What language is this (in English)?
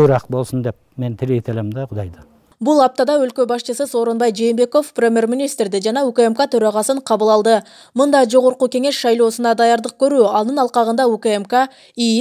Kyrgyz